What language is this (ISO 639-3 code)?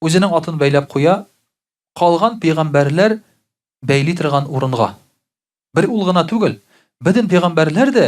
tat